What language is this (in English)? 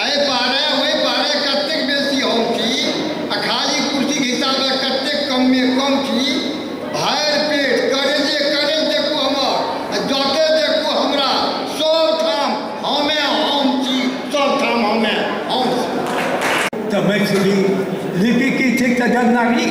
Maithili